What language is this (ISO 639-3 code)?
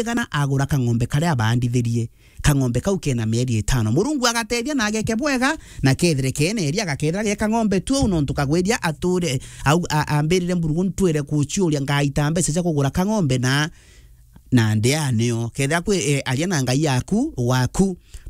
mer